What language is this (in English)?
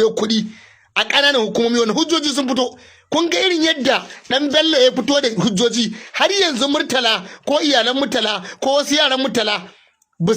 Hausa